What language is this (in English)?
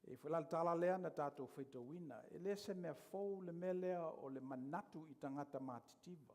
Samoan